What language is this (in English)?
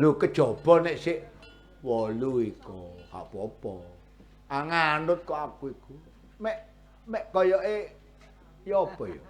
Javanese